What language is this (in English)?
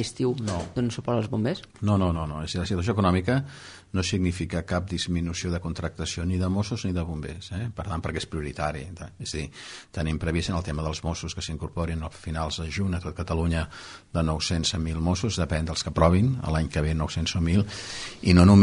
Catalan